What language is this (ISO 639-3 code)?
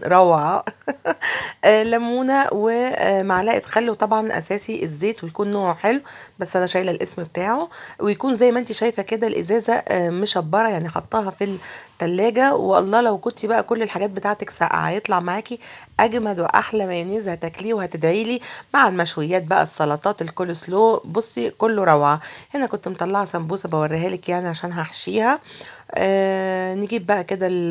arz